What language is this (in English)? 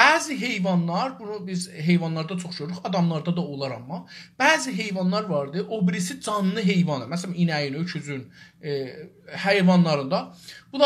South Azerbaijani